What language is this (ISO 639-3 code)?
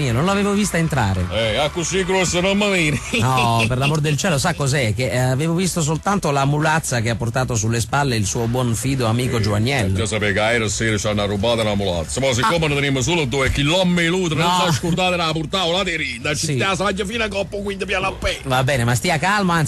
nap